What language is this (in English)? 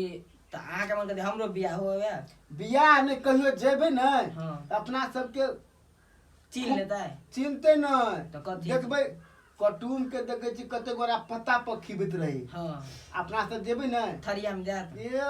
Maithili